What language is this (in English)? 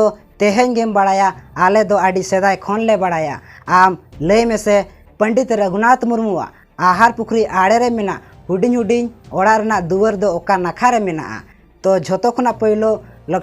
Santali